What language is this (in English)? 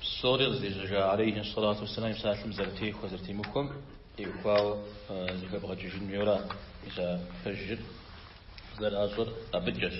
Kabardian